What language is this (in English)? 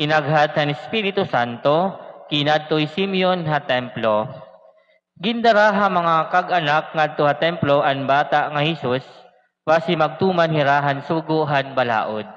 Waray